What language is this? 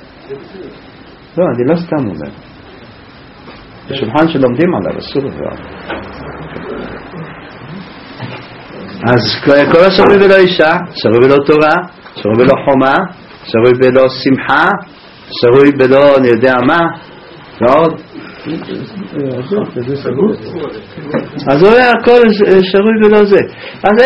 Hebrew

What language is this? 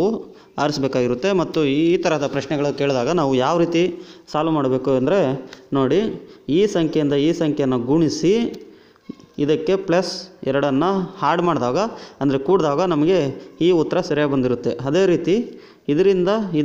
Kannada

